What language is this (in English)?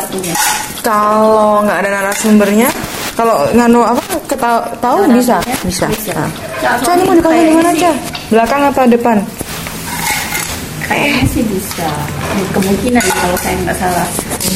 Indonesian